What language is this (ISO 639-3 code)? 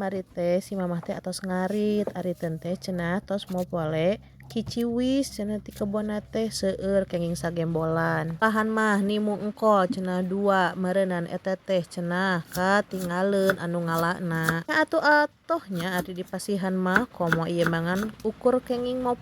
sun